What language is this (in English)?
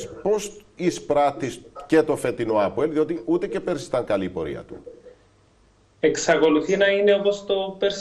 Greek